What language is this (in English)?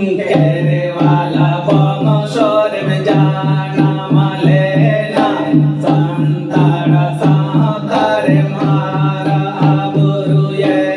Santali